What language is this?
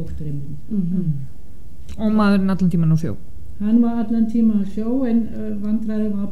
Icelandic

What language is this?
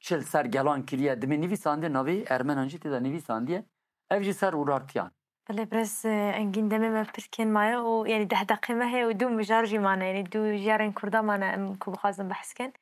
Kurdish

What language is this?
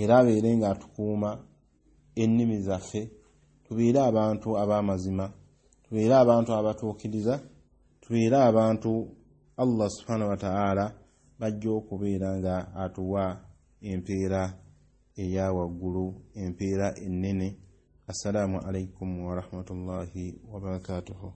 Ganda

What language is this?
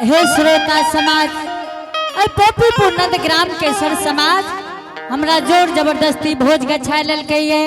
Angika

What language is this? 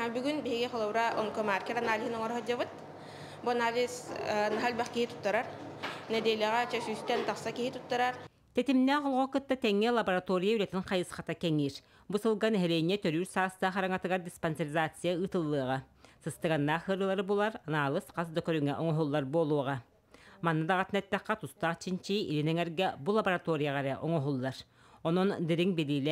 Yakut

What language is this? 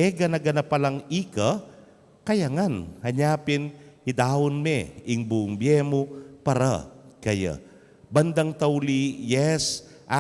Pampanga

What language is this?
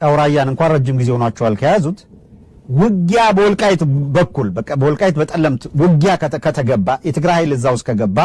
Amharic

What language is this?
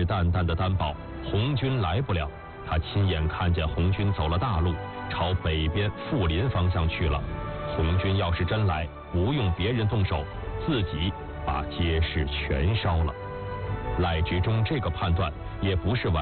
Chinese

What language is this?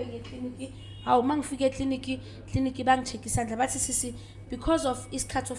Zulu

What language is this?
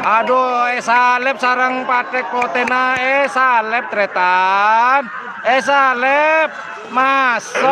Madurese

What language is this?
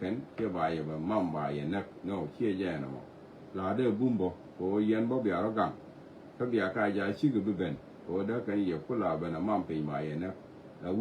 Nuer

